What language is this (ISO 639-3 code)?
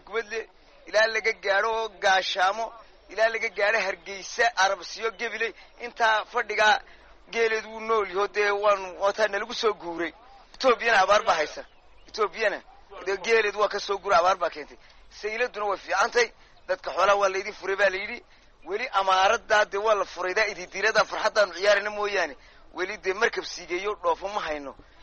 som